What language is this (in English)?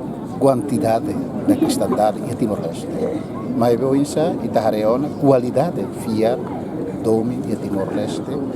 Tetum